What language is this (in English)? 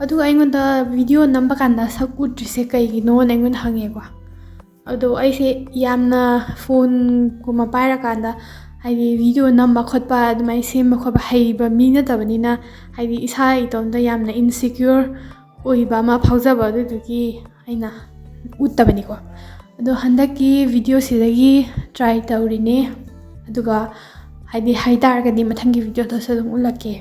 Manipuri